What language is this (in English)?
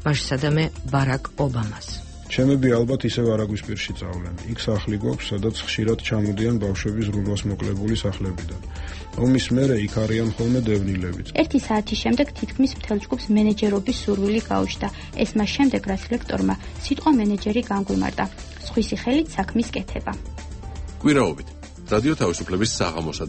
Georgian